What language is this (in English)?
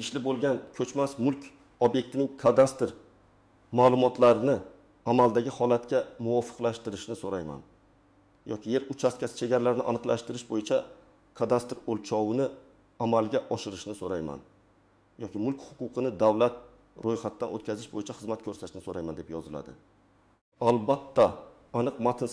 Uzbek